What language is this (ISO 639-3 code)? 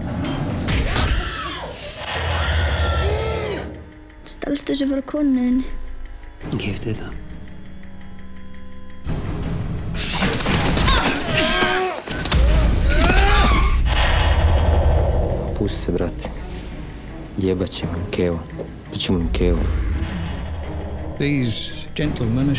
isl